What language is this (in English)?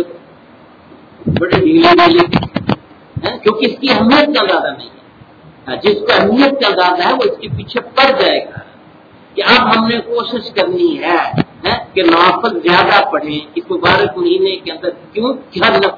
Urdu